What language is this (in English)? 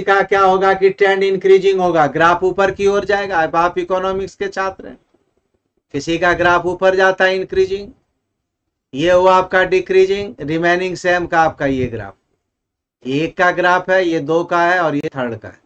Hindi